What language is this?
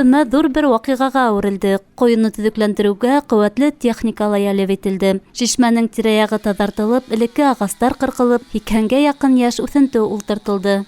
Bashkir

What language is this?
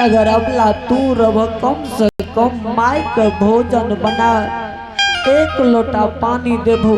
Angika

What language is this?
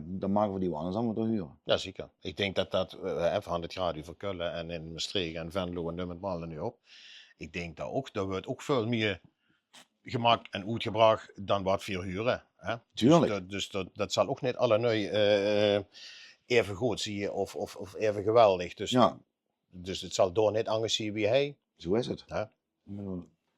Limburgish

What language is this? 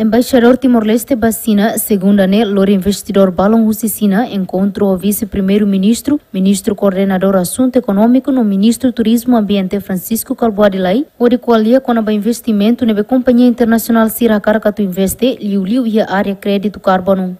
Tetum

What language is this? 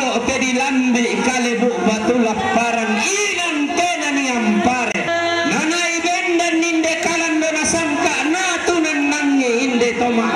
Toraja-Sa'dan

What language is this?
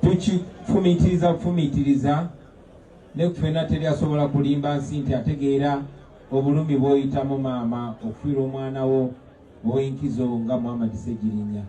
Ganda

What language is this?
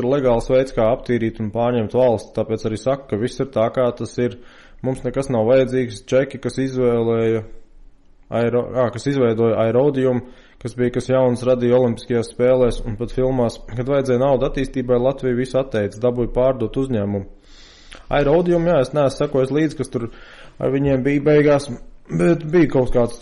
Latvian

